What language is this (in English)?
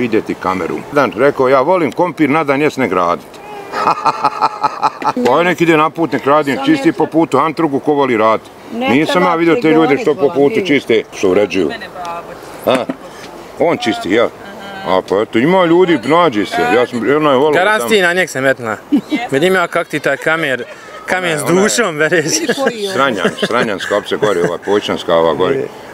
Bosnian